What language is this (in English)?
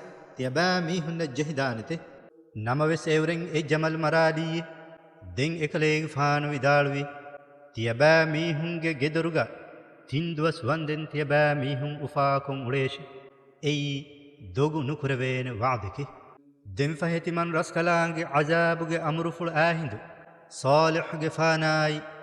Divehi